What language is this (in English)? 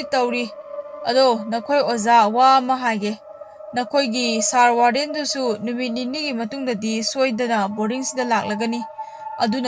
Manipuri